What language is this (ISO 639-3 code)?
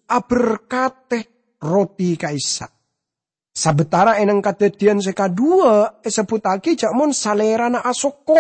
mad